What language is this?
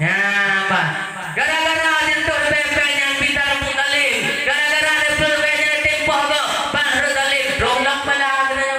Achinese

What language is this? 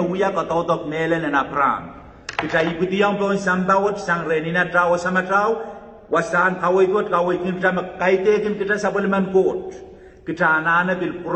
Pohnpeian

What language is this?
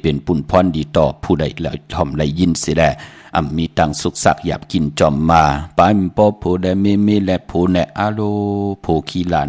Shan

